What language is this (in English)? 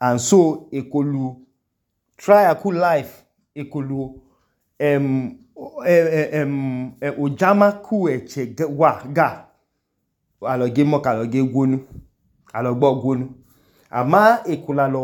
Idoma